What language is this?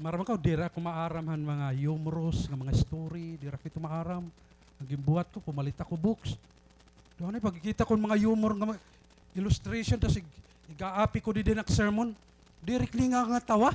Waray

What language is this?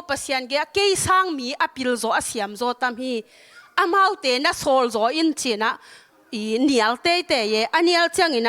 Tedim Chin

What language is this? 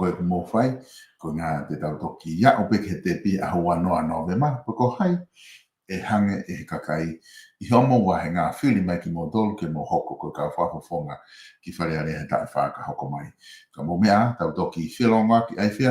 Tongan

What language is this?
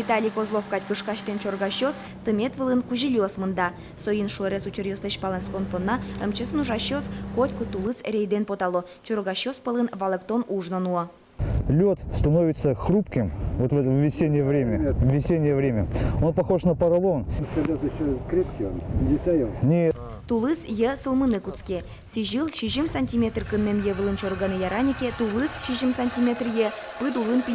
Udmurt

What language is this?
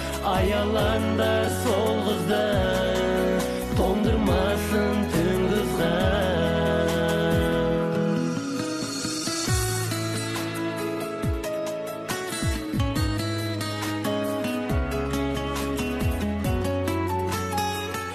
Kazakh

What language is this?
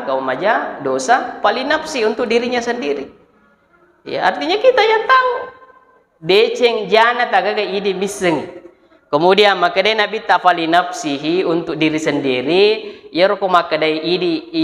Buginese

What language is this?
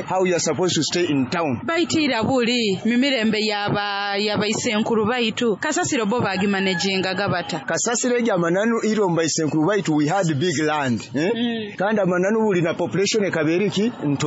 Nyoro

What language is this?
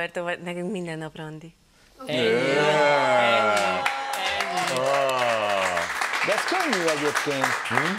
Hungarian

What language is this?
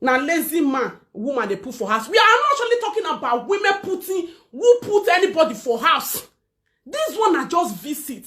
Nigerian Pidgin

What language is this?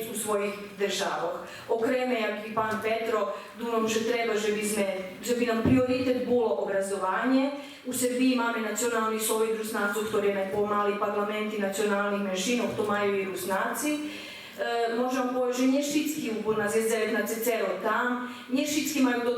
Rusyn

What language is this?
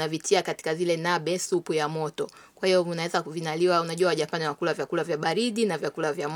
Swahili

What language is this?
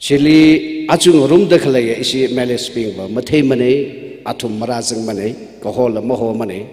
Tangkhul Naga (India)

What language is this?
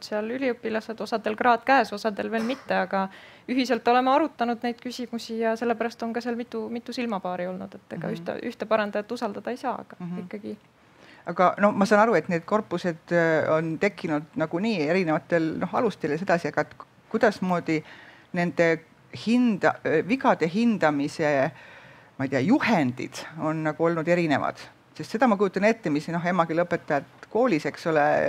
Estonian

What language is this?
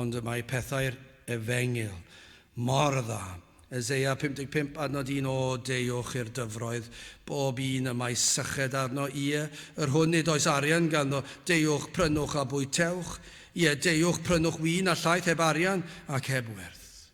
Welsh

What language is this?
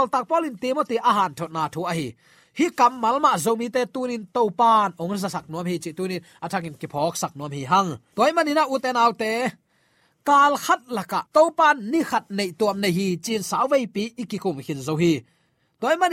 Tedim Chin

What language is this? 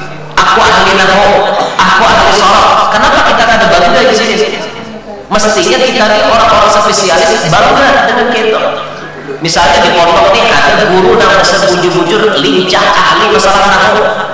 Banjar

